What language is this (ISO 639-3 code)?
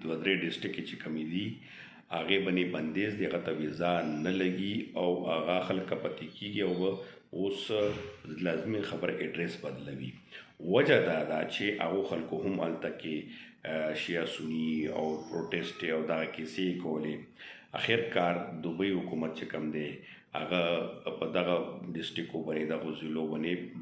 pus